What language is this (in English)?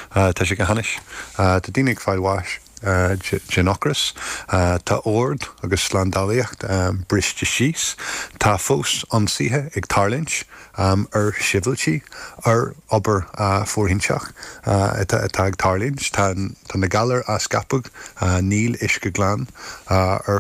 Irish